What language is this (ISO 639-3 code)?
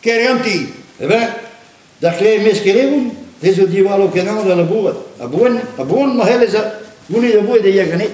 bre